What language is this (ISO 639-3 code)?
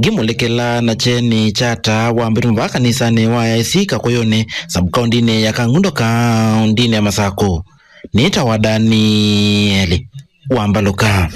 kam